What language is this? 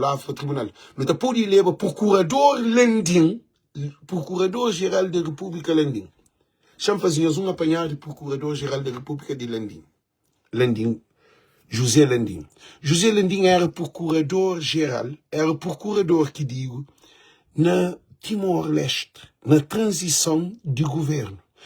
Kabuverdianu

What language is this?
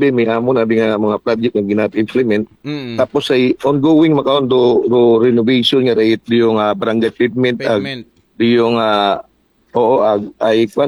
Aklanon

